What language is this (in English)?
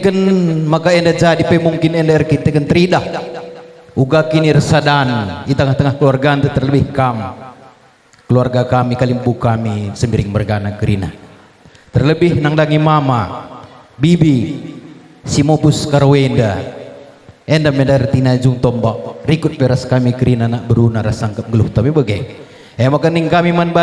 Batak Karo